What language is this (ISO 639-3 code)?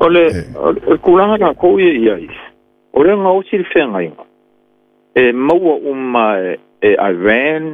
smo